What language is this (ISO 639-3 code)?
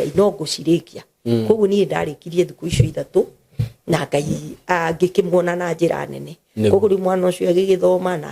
kik